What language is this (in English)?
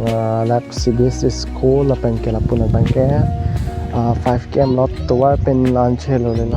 Karbi